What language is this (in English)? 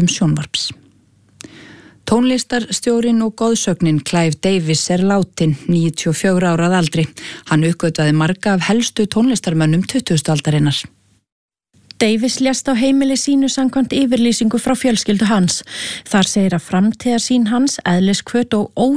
Icelandic